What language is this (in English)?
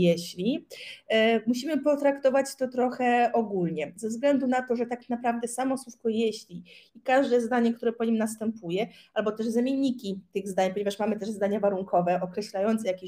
Polish